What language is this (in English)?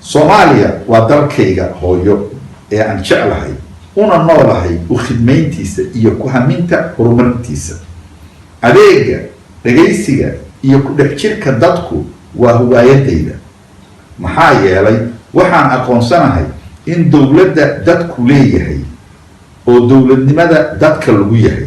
Somali